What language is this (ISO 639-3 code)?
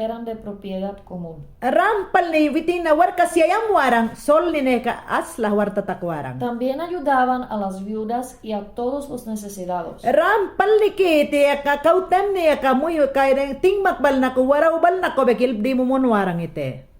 yan